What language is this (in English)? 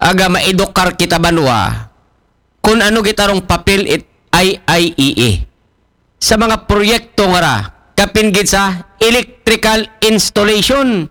Aklanon